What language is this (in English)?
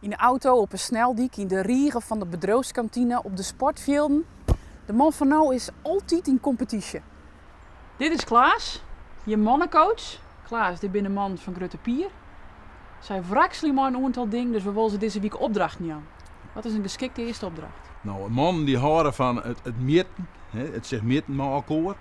Western Frisian